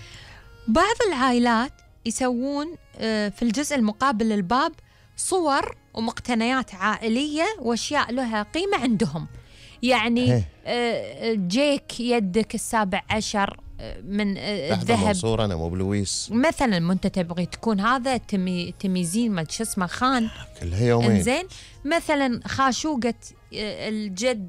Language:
Gulf Arabic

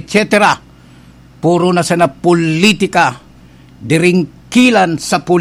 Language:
Bikol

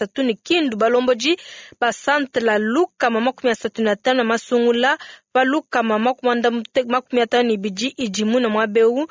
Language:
Luba-Lulua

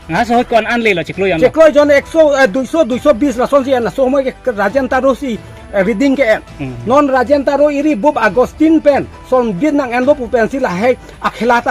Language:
Karbi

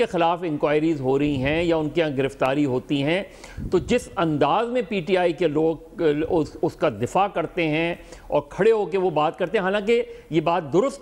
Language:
Urdu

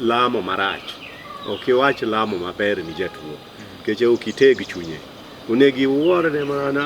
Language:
Luo (Kenya and Tanzania)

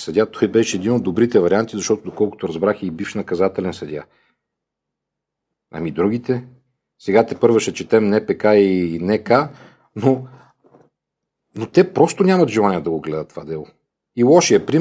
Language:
Bulgarian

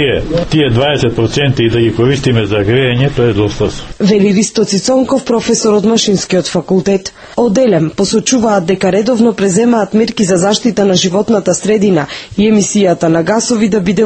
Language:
Macedonian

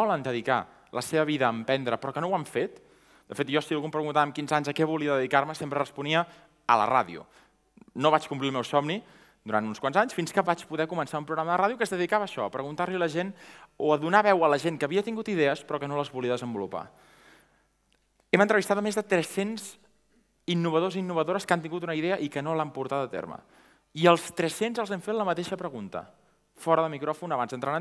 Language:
Catalan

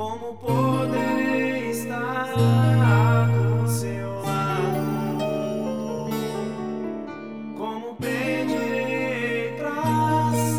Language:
Portuguese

